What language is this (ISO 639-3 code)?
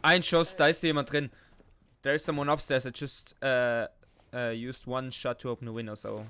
gsw